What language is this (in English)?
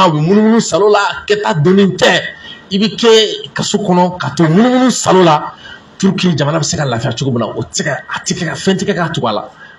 Bambara